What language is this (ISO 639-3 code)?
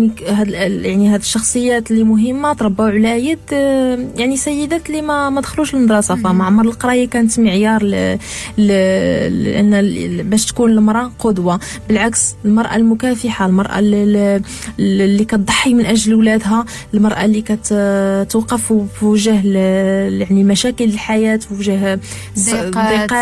ary